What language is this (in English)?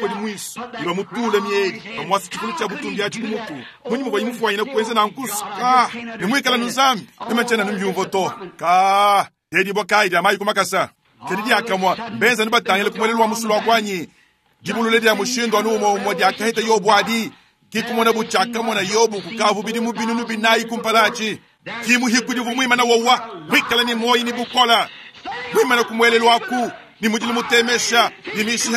Luba-Lulua